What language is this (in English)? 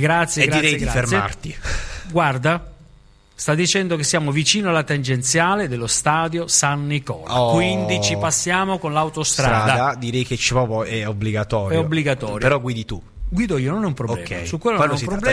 Italian